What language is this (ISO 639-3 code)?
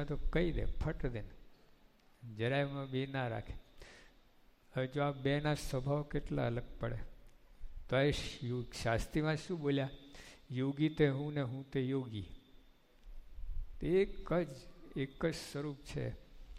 guj